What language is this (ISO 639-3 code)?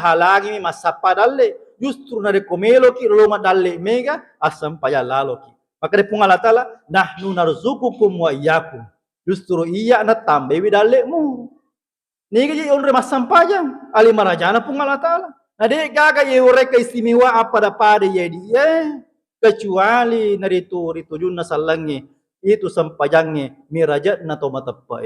bug